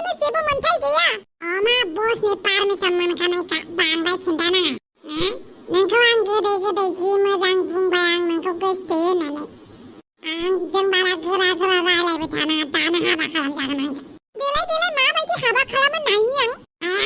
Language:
Bodo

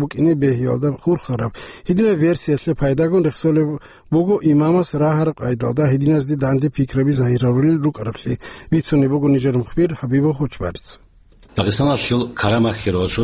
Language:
Avaric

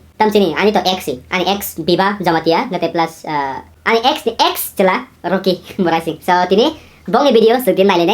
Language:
Kok Borok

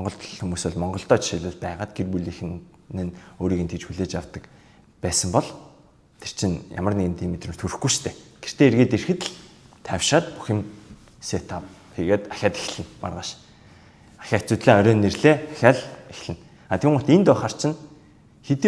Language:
Mongolian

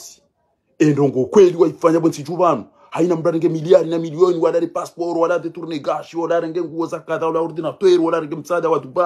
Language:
Swahili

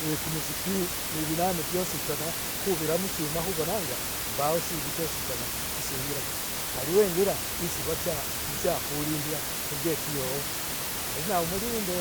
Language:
Masaaba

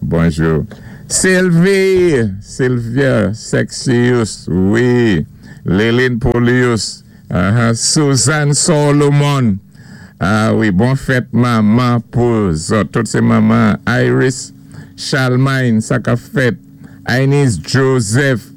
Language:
Saint Lucian Creole French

